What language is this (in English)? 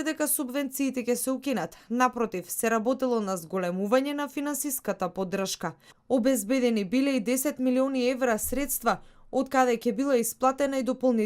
Macedonian